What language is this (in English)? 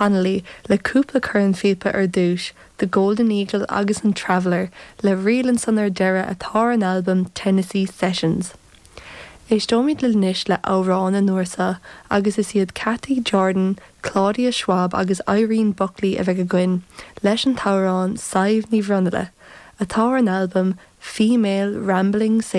Irish